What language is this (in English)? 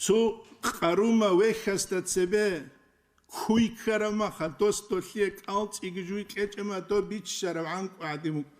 Avaric